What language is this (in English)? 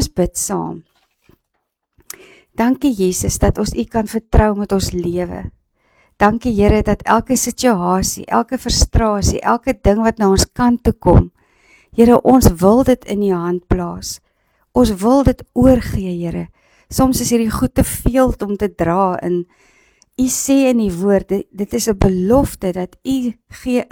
Afrikaans